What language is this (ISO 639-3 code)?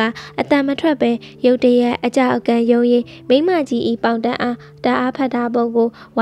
mya